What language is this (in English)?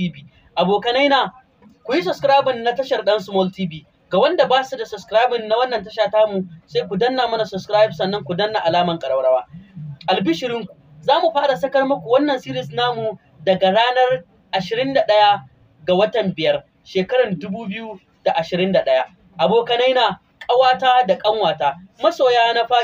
Hausa